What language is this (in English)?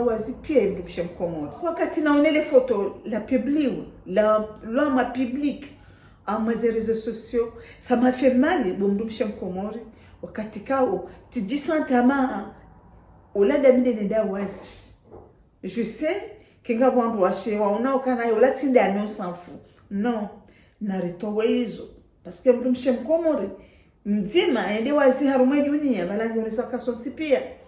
Ngazidja Comorian